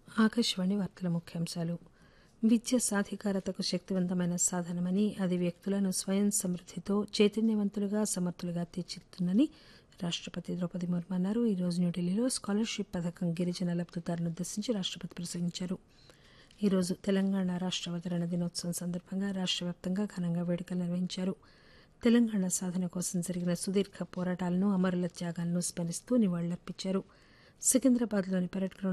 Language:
Telugu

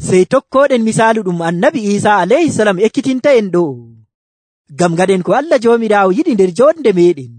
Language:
Nigerian Fulfulde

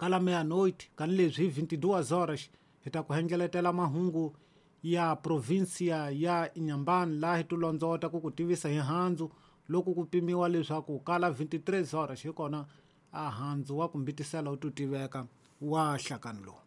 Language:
Tsonga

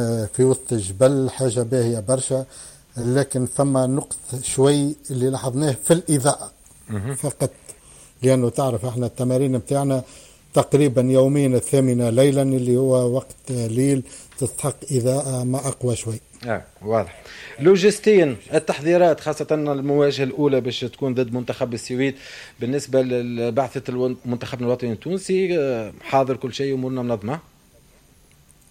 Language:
Tunisian Arabic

